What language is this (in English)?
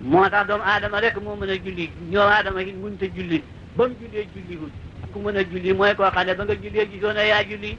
Wolof